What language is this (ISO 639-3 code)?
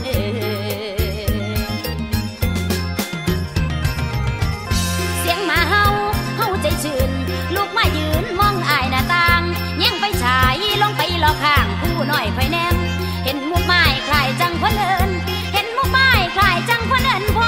tha